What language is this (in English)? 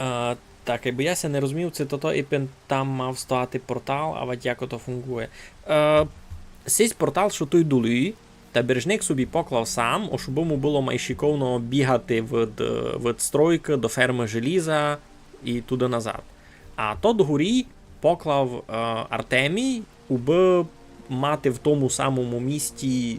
Rusyn